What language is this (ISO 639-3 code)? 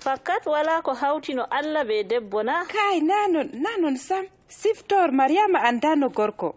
fub